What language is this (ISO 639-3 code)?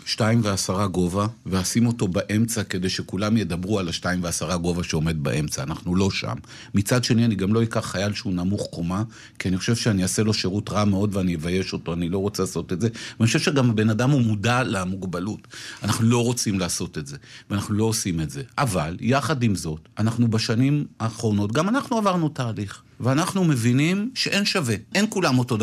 heb